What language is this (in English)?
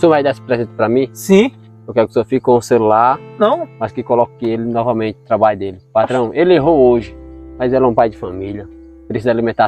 Portuguese